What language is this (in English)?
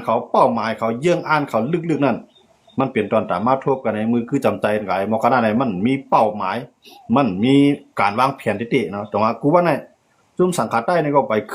Shan